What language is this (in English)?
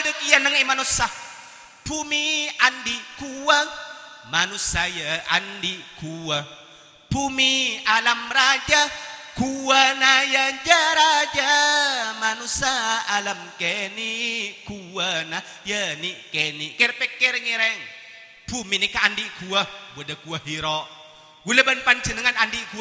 Madurese